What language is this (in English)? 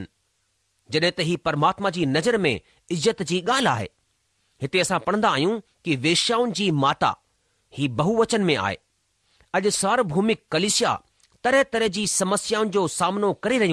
Sindhi